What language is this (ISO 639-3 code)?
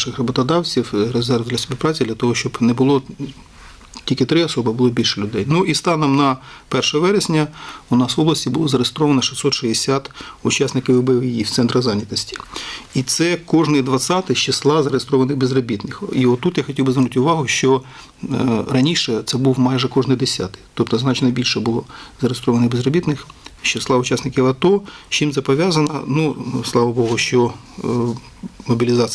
ukr